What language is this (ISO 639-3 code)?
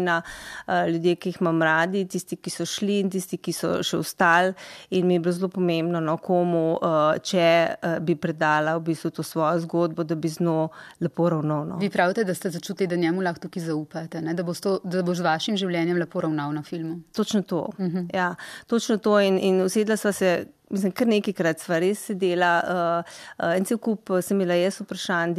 slv